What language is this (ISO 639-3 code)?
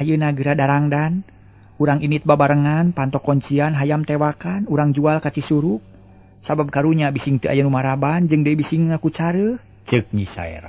sun